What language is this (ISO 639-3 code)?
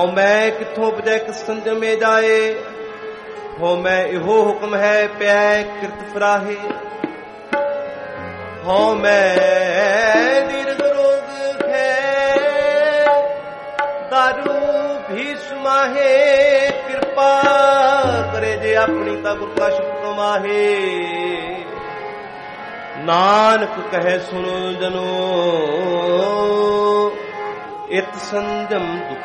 pan